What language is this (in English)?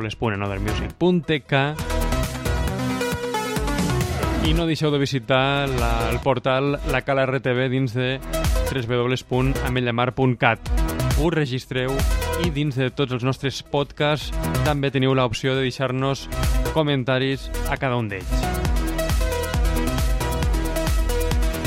Catalan